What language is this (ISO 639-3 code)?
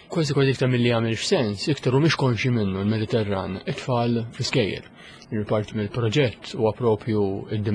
mlt